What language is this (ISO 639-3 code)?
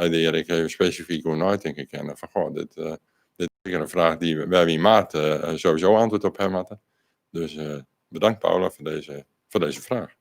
fry